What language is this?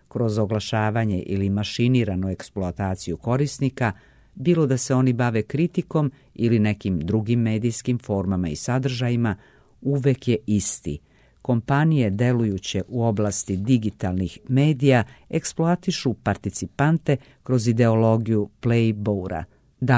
Serbian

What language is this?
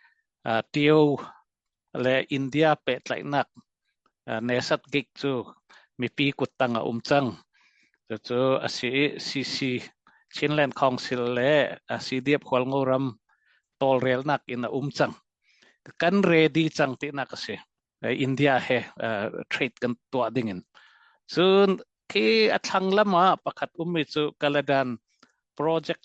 Hakha Chin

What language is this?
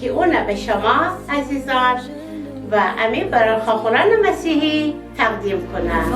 Gilaki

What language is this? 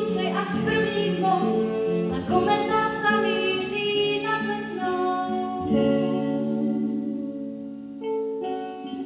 Czech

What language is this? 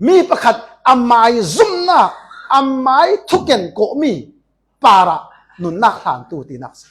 Falam Chin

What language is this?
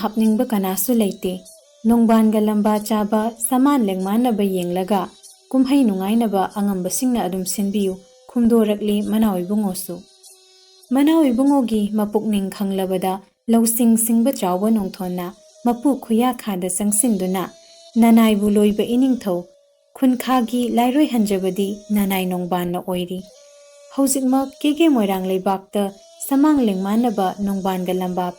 Manipuri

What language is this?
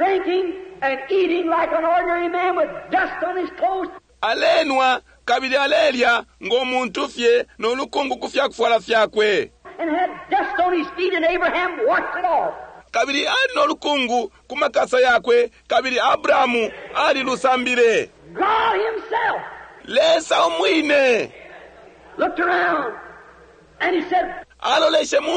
Bemba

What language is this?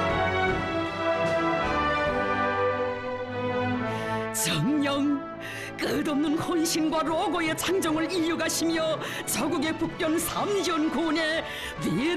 Korean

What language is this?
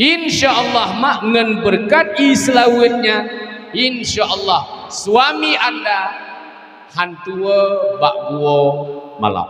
Achinese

